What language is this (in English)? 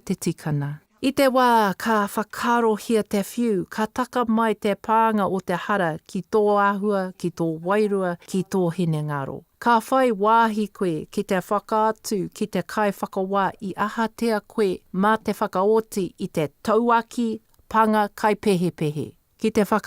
Māori